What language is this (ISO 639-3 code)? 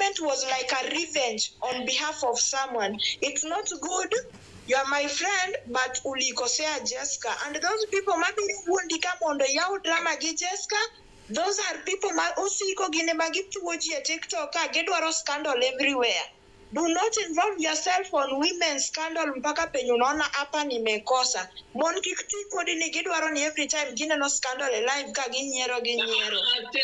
luo